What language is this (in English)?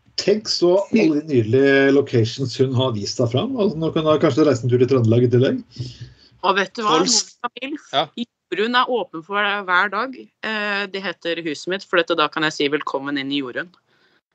Norwegian